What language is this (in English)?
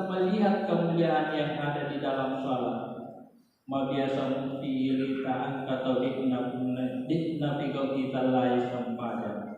Buginese